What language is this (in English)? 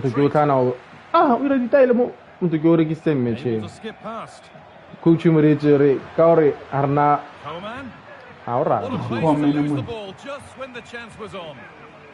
Tswana